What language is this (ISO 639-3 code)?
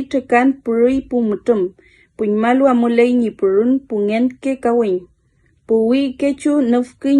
arn